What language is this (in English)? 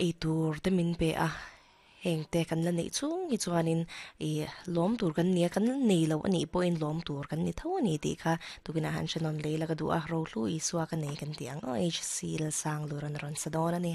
Mizo